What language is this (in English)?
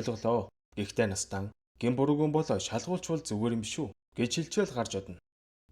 Mongolian